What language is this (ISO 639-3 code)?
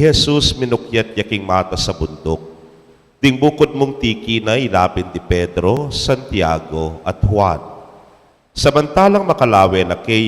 pam